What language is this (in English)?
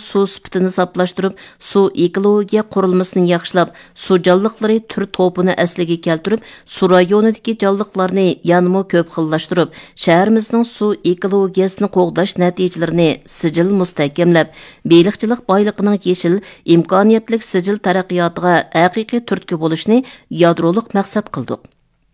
Uyghur